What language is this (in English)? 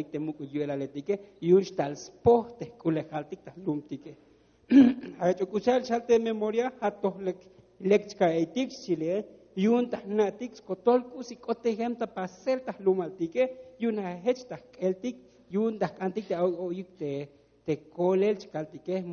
Tzotzil